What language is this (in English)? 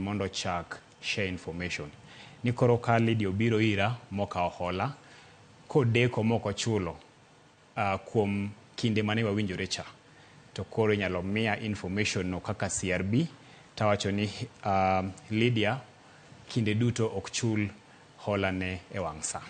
Luo (Kenya and Tanzania)